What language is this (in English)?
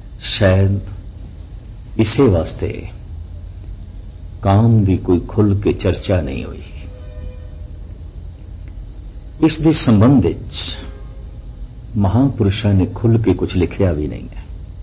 Punjabi